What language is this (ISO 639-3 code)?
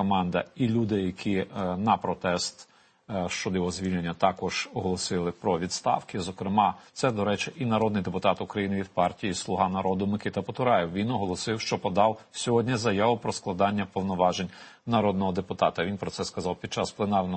ukr